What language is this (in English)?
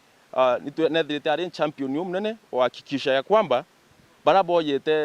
Meru